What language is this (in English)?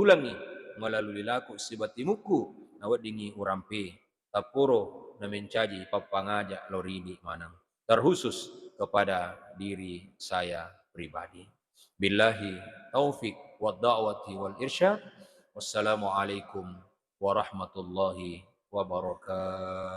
Buginese